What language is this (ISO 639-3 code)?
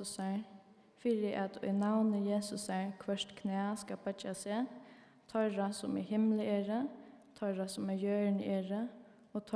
fao